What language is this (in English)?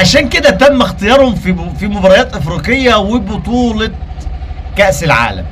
Egyptian Arabic